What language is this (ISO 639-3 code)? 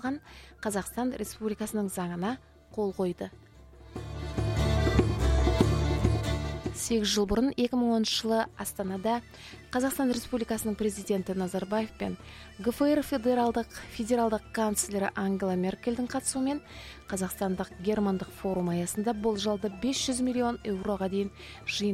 kaz